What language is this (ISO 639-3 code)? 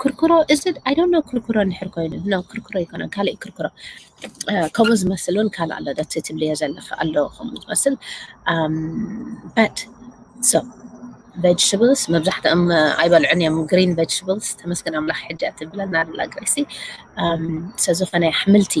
tir